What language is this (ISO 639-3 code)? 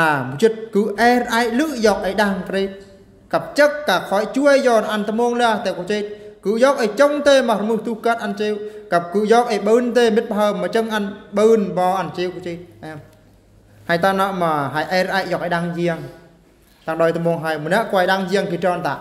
bru